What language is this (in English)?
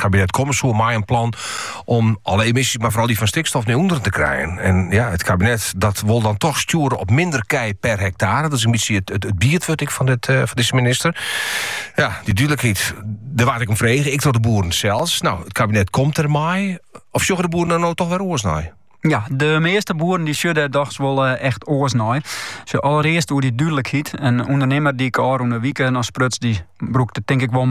Dutch